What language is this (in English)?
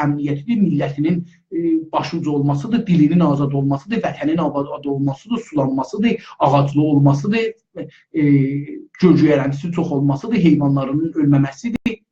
South Azerbaijani